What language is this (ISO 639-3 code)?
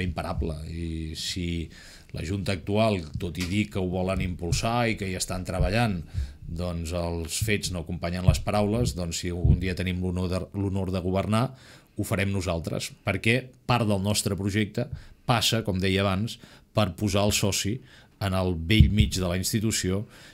cat